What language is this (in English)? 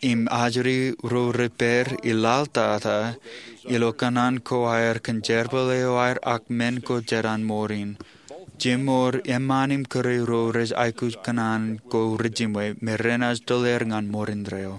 Marshallese